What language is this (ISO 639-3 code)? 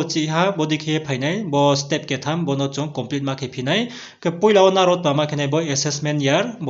ria